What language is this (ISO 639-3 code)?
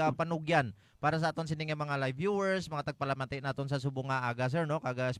hil